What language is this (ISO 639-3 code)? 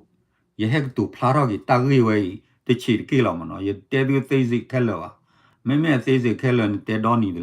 ksw